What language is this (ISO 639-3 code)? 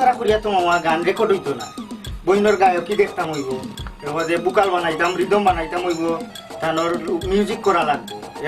syl